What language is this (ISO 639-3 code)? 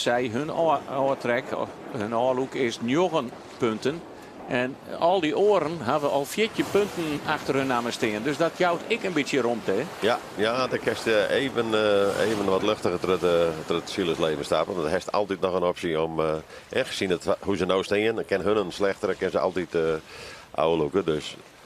fry